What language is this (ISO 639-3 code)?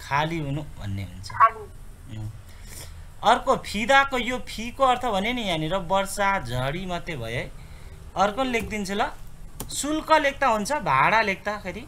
nep